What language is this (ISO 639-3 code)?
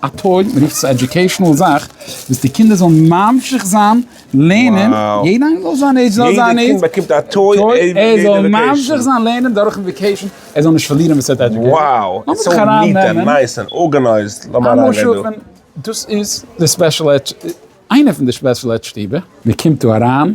yid